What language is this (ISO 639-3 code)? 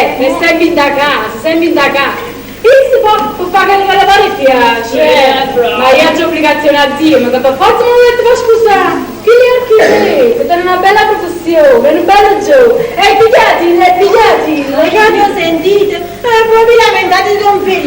nap